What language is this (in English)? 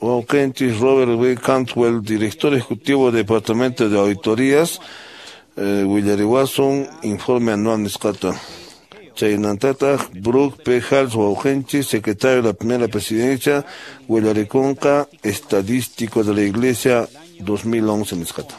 Quechua